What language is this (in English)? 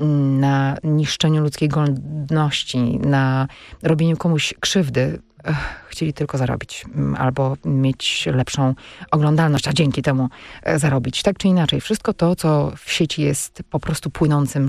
Polish